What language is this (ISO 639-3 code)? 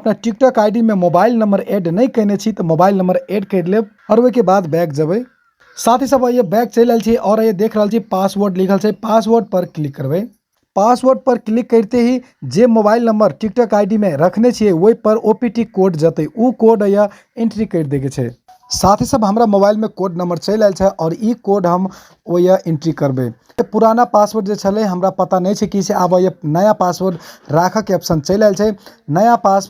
mai